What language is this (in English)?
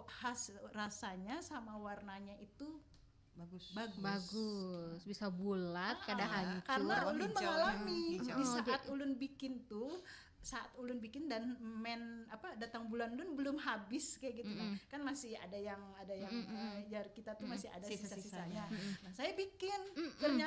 Banjar